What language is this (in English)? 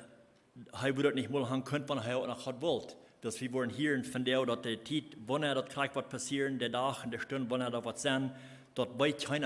Plautdietsch